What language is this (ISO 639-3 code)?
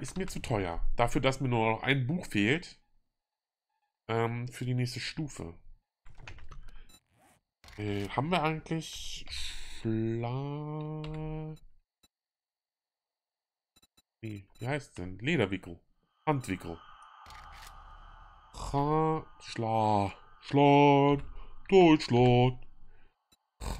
deu